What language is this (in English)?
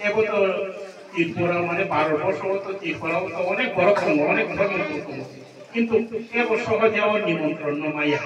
Riang (India)